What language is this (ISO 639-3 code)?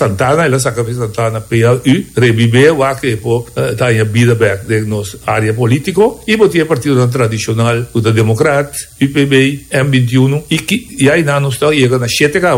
pap